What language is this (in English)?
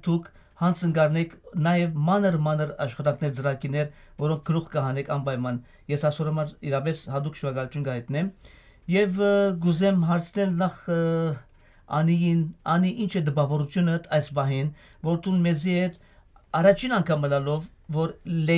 Western Armenian